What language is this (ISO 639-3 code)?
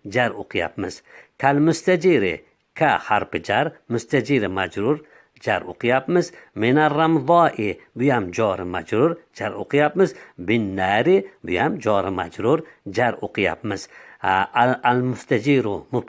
uzb